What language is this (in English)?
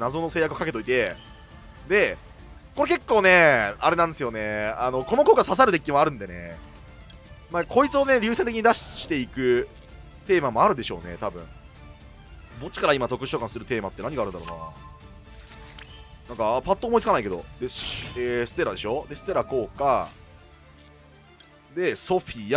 Japanese